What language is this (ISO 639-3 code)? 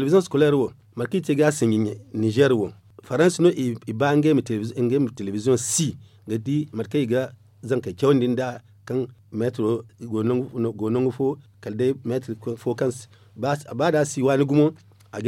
dje